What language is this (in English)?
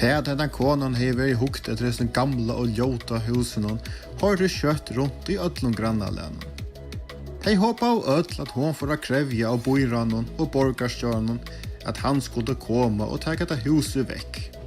Faroese